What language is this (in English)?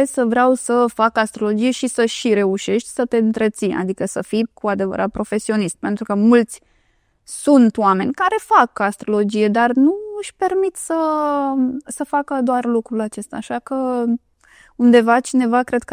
Romanian